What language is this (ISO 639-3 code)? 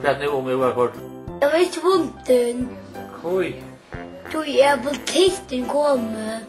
fao